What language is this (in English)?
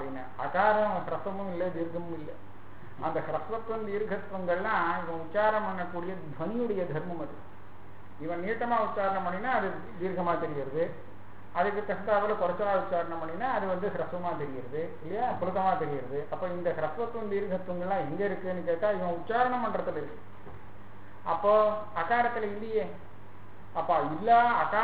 Tamil